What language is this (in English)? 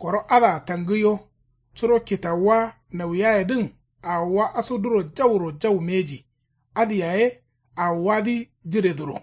Kanuri